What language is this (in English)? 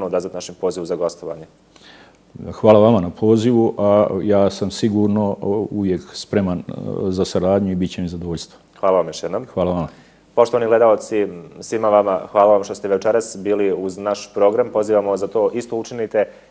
Bosnian